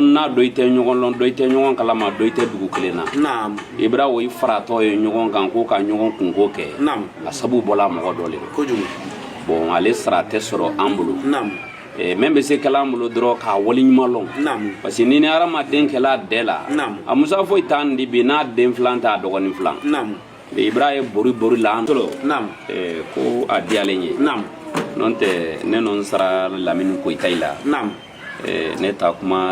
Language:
Bambara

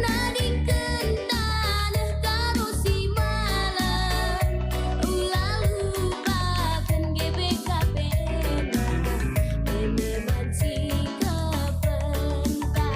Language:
Batak Karo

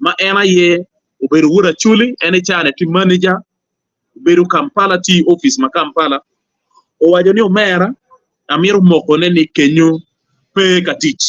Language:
Acoli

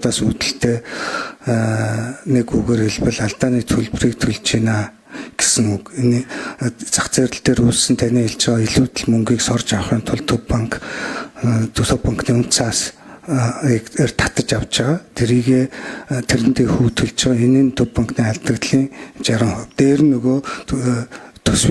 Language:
Mongolian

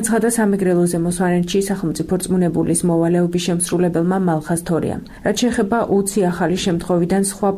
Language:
Georgian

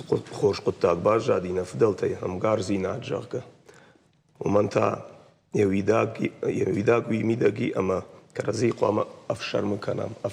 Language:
Ossetic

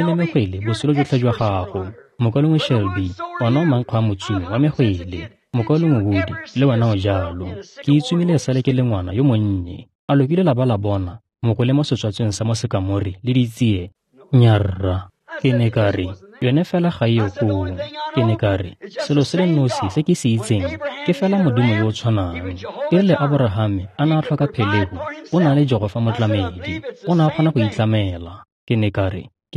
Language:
Tswana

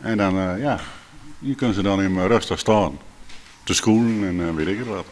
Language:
Western Frisian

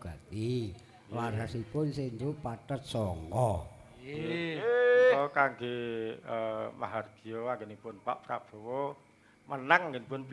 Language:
Javanese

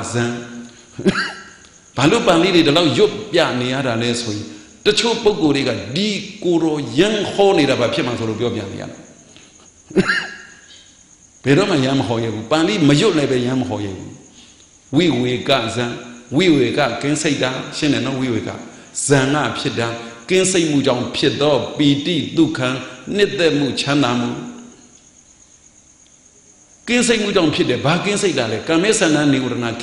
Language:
Burmese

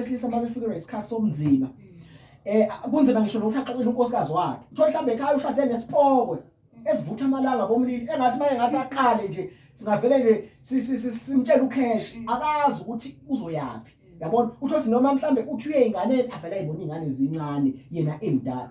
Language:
Zulu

